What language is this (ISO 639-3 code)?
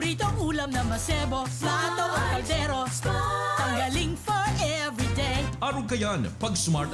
bik